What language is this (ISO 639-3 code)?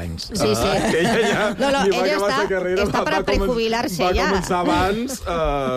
cat